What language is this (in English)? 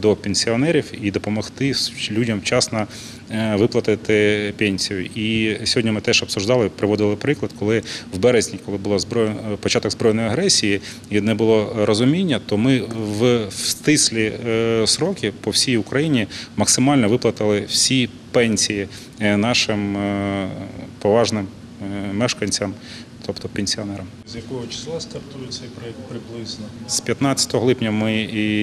Ukrainian